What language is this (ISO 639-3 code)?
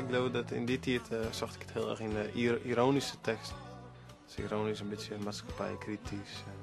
fry